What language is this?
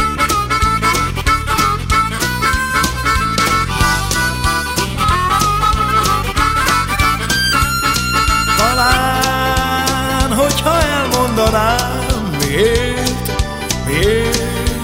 Hungarian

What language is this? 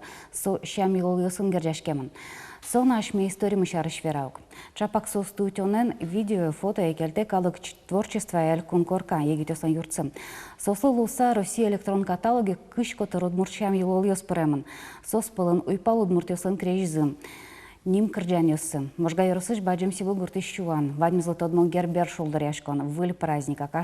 Udmurt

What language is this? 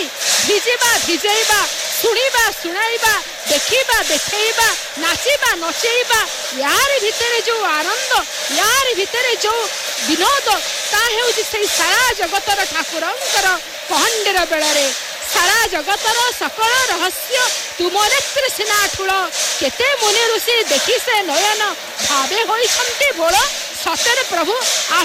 Odia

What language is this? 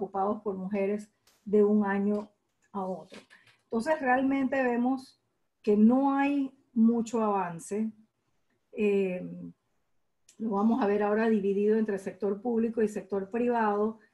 Spanish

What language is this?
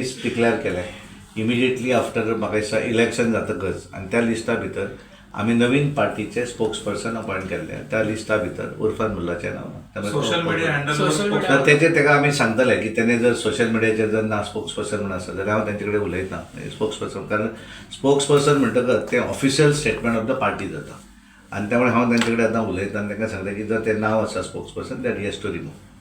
Konkani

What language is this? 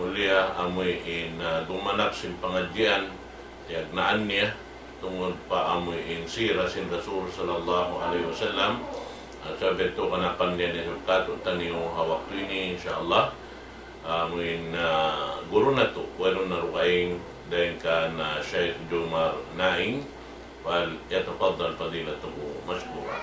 Tausug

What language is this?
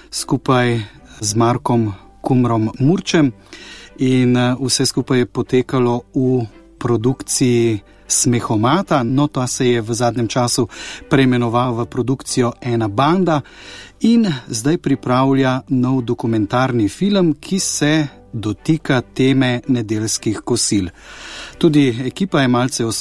Slovenian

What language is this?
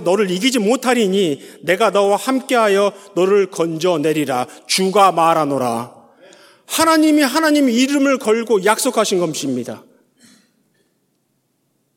Korean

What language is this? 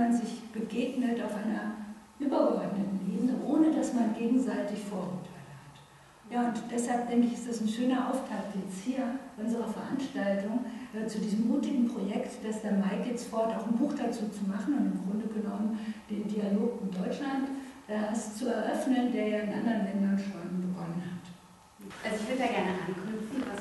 German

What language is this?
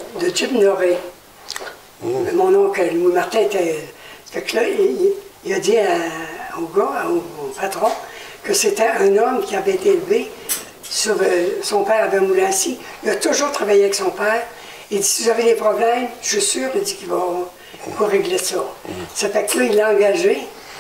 French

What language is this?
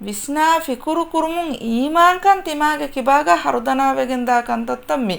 Divehi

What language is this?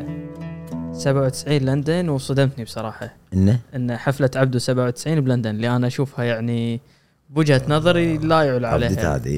Gulf Arabic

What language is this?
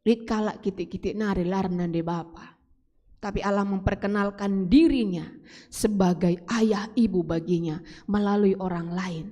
Batak Karo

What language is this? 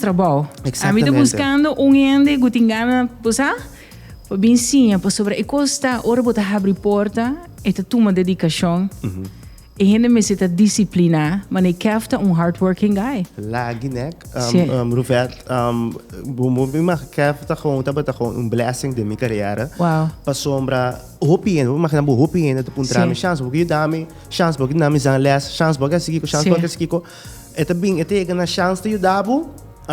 Papiamento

